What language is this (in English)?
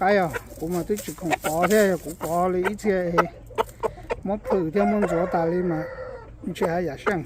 Hmong